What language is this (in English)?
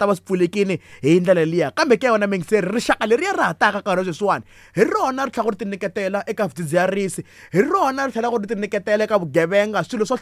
Tsonga